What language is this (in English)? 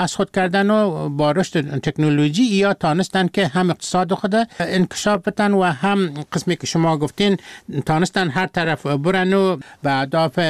Persian